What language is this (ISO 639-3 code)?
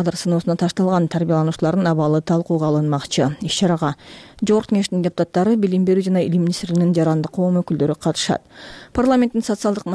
kir